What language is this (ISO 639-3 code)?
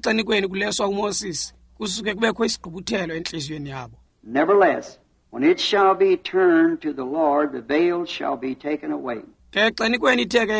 xho